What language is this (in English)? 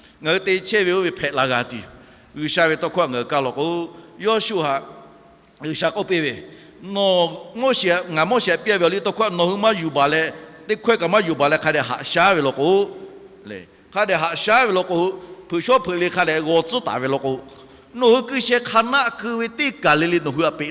Lahu